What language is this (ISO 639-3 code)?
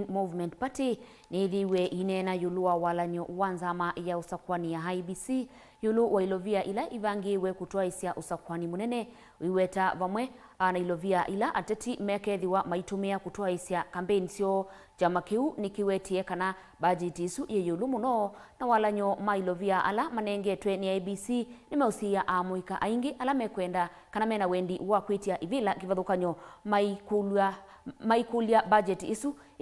kam